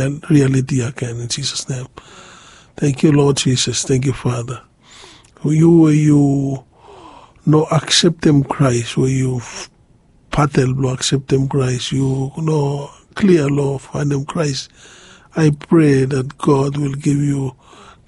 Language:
Bislama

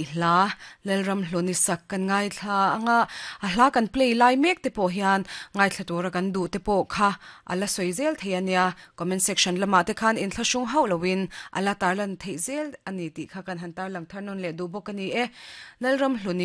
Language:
Mizo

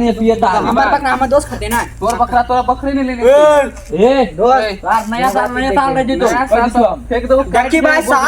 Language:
Maithili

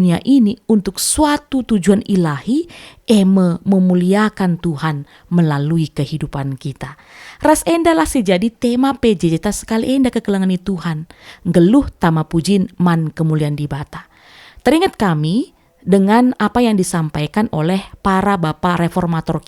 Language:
Batak Karo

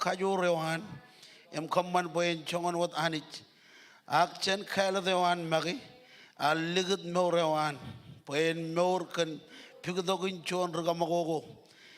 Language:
Marshallese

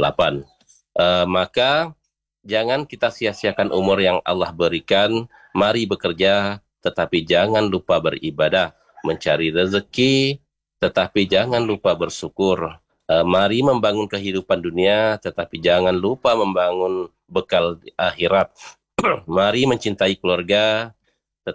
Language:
Indonesian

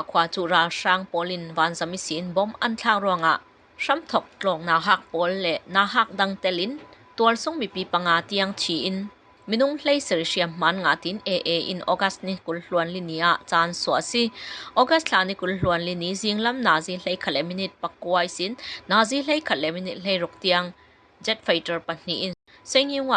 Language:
Falam Chin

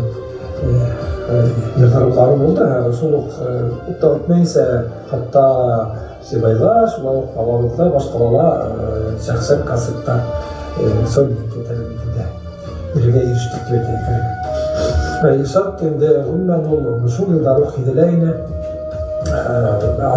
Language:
Bashkir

